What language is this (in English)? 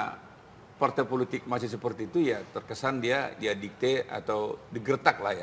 Indonesian